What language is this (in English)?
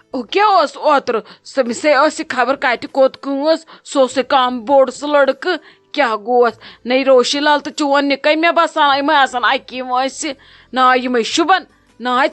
Kashmiri